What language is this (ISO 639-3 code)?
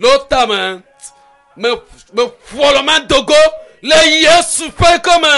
ewe